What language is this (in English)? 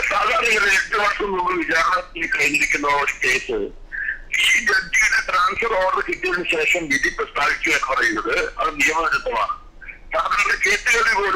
Malayalam